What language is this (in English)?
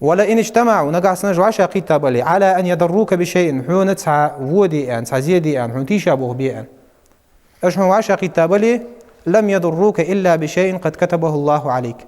Ingush